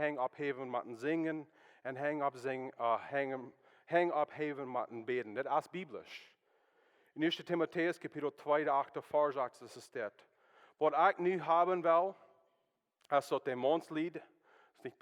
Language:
Plautdietsch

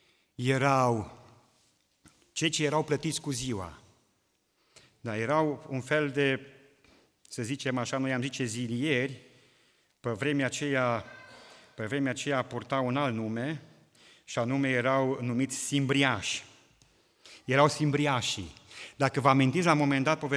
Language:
Romanian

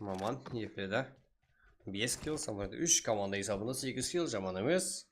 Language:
Kara-Kalpak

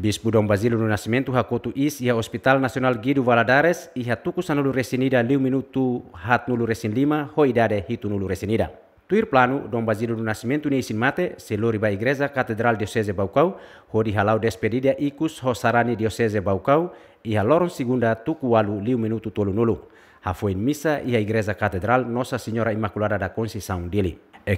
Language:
Tetum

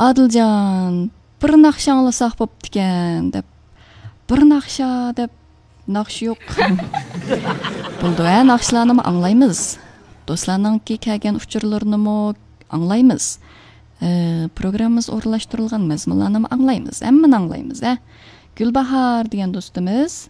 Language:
Uyghur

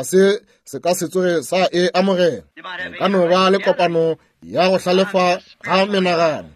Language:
Northern Sotho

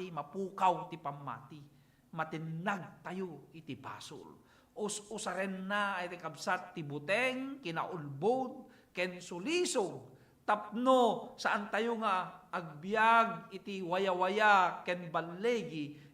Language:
Iloko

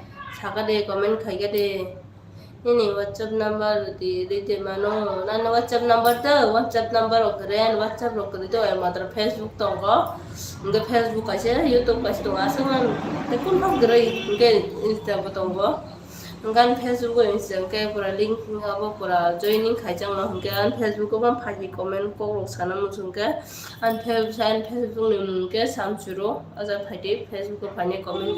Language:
Kok Borok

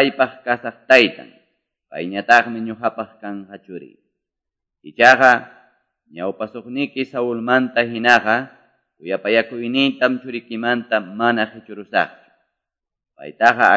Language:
Quechua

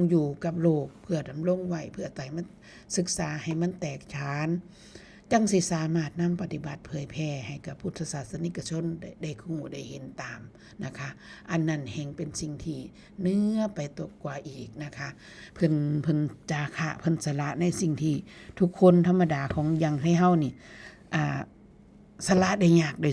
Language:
Northeastern Thai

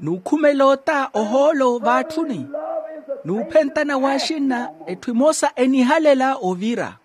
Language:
Makhuwa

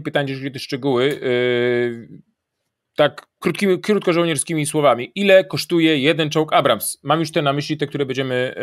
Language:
Polish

